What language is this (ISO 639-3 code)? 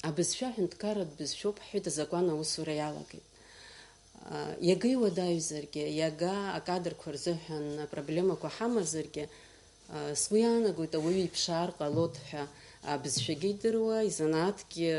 abk